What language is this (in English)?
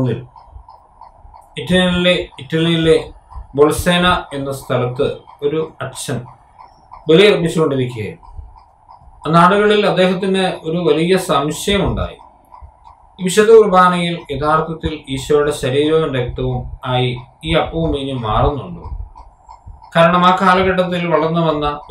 Malayalam